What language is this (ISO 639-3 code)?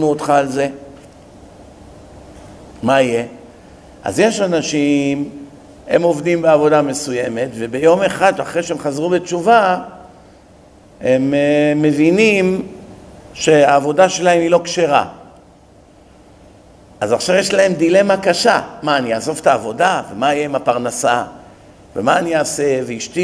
heb